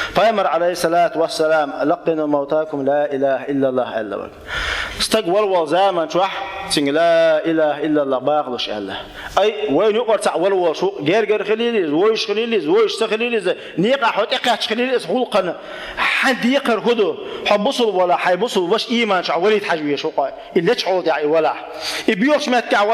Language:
Chechen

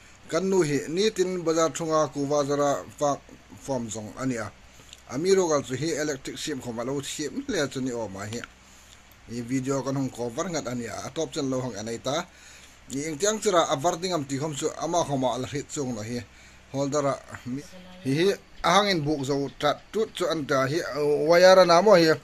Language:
Hmar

